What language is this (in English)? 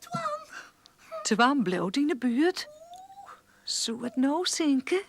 Western Frisian